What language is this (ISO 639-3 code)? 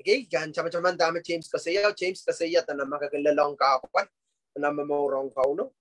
pon